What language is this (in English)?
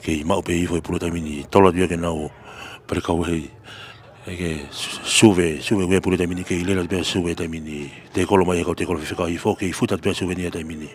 Tongan